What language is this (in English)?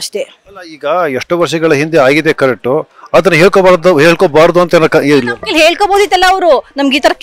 Kannada